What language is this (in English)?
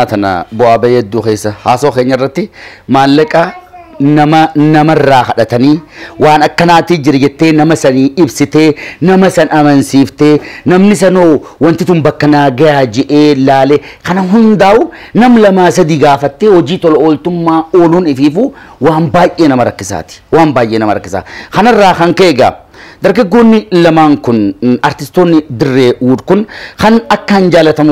Oromo